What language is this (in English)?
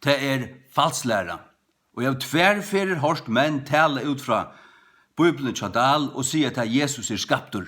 Faroese